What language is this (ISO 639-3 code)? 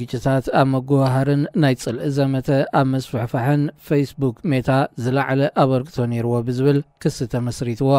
tir